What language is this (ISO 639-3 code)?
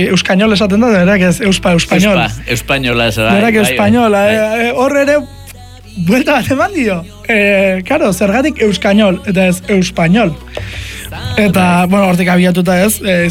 eus